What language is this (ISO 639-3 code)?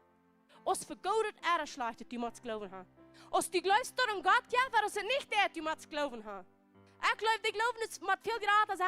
pdt